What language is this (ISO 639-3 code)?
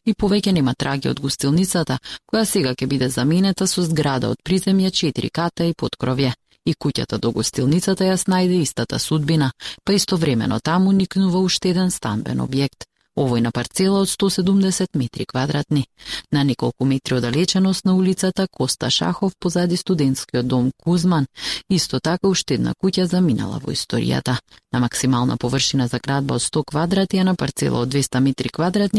mkd